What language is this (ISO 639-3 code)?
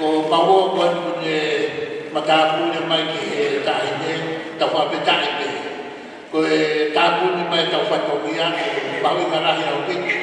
ton